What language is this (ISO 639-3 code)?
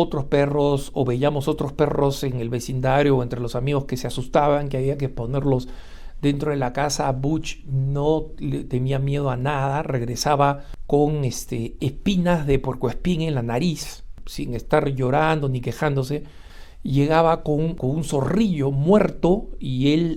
spa